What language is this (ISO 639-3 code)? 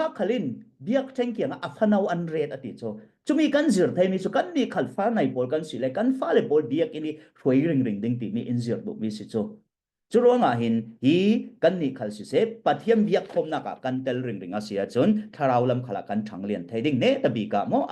cfm